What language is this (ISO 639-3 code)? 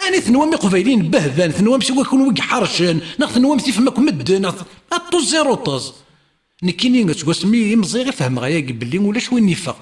kab